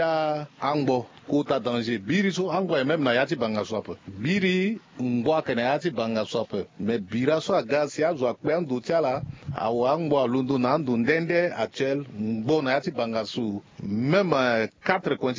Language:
Sango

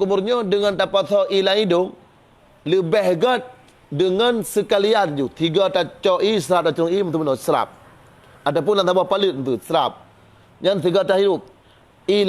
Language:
Achinese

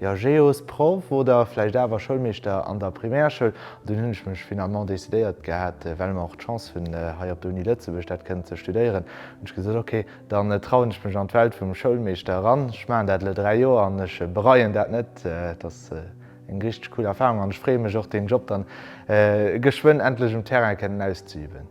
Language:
Luxembourgish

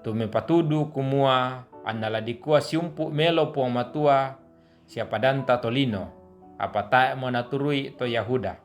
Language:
Toraja-Sa'dan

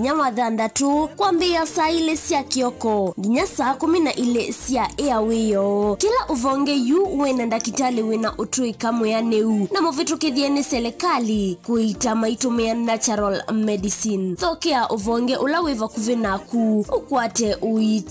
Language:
Kamba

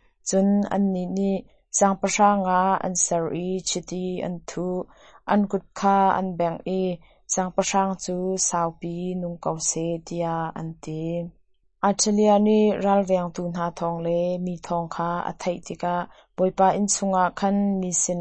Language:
Hakha Chin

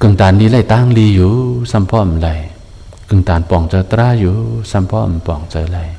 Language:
Shan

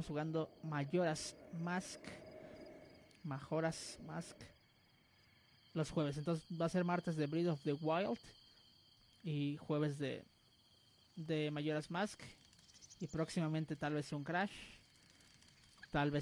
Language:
Spanish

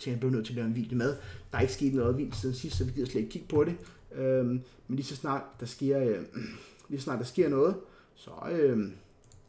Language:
Danish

